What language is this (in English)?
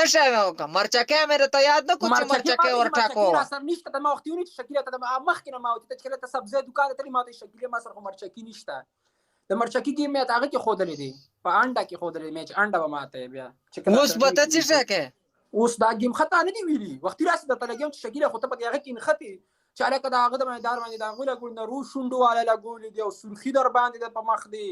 Pashto